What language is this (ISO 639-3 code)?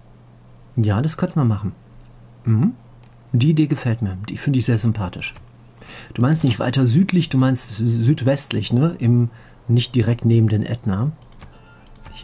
deu